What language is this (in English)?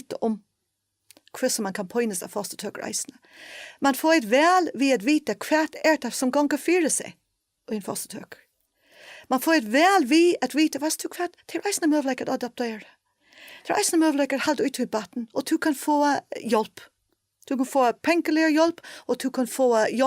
Faroese